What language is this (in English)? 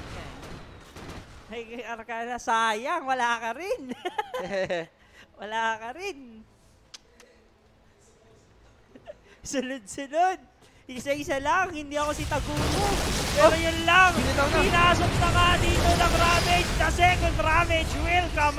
Filipino